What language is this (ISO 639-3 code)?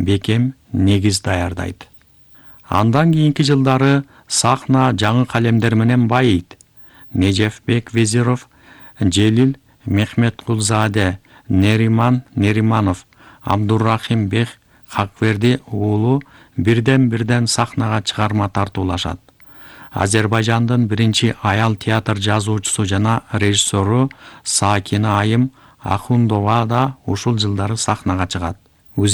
kir